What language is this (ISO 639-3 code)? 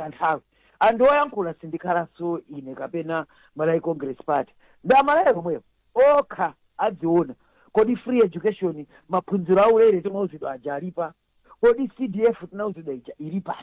nya